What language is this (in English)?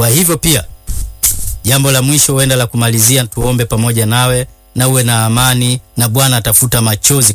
Swahili